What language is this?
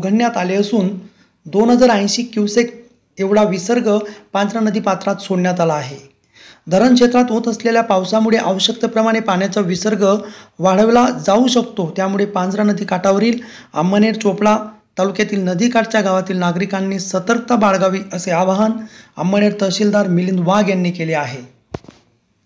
Marathi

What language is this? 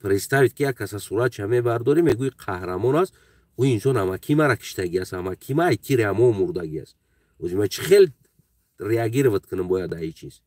Tajik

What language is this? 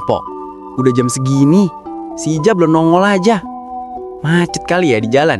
Betawi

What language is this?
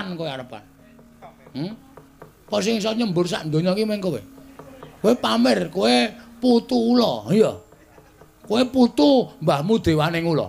Javanese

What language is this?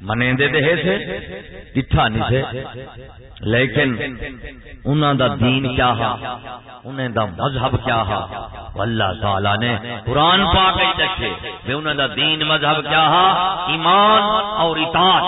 Saraiki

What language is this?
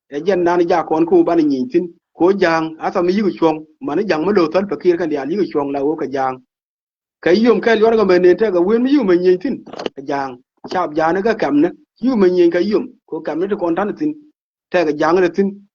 Nuer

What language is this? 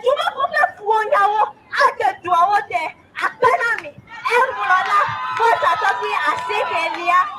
Ewe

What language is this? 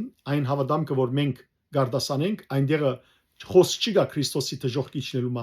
Western Armenian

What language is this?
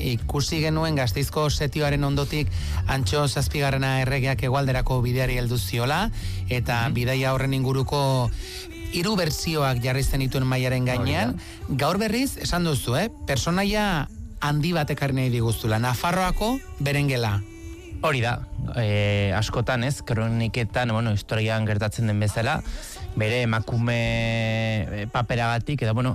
Basque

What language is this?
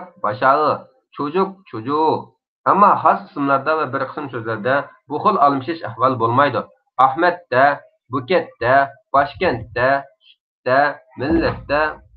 Uyghur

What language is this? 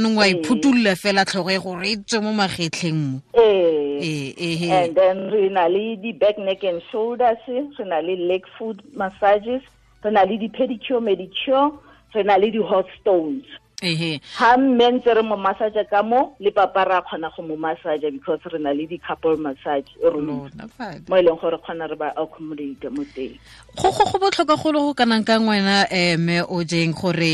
Tswana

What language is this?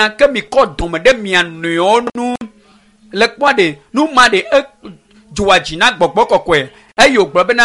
Ewe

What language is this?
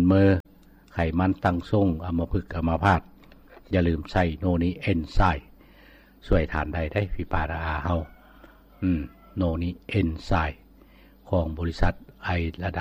Lao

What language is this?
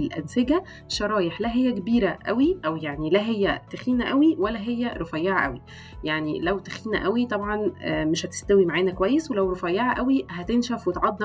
Egyptian Arabic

